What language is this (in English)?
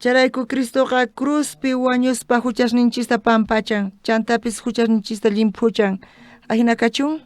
South Bolivian Quechua